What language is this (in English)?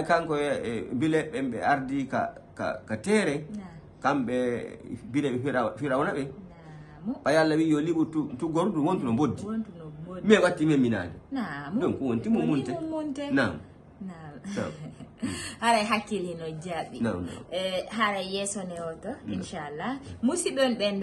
Fula